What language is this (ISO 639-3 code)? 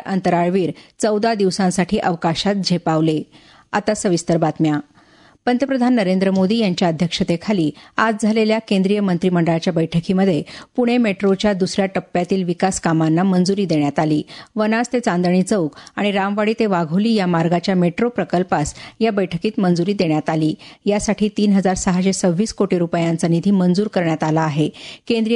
mar